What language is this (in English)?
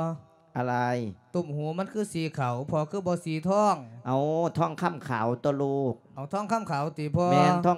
Lao